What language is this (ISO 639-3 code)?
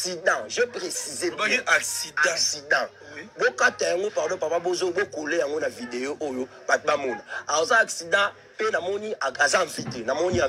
lin